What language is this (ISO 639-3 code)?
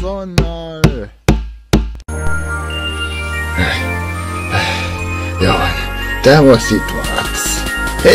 hun